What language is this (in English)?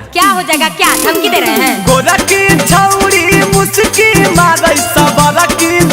Magahi